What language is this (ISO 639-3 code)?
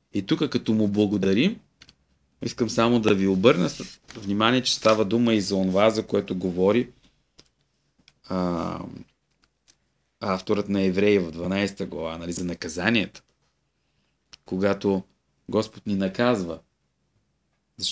bul